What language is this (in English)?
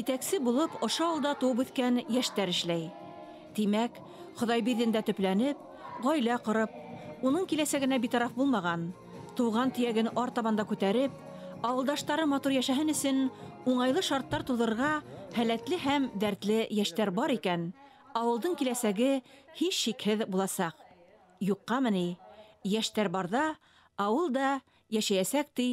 Bashkir